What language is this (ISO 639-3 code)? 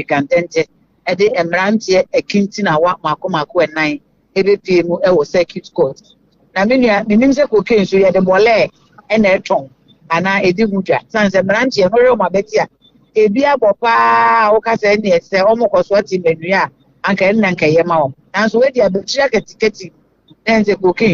aka